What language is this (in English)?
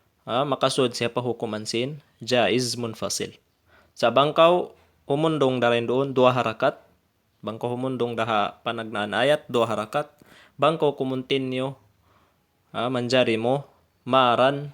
Tausug